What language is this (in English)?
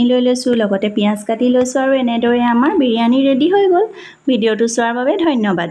Assamese